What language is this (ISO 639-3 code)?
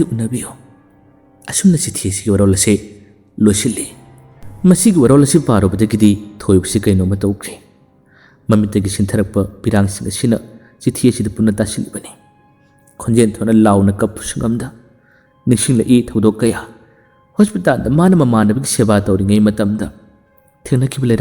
mni